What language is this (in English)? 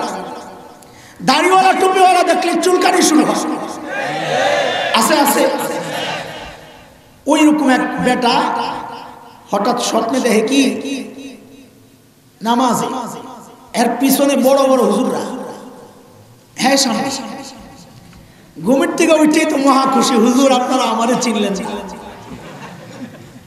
Bangla